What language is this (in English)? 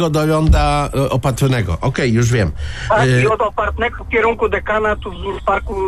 Polish